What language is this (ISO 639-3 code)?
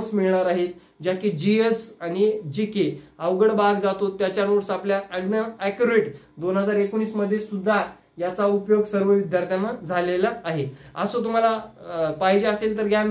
mar